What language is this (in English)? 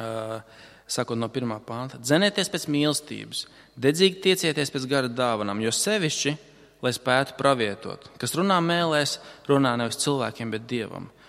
Latvian